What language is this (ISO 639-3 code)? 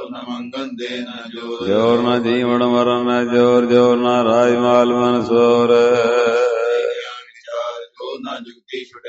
pan